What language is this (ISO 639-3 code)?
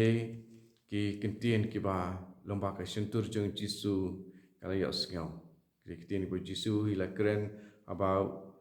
kha